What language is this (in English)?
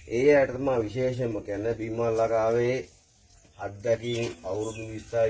Sinhala